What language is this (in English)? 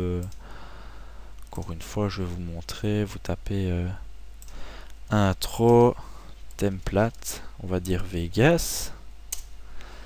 French